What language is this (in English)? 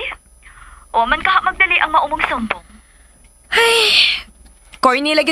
Cebuano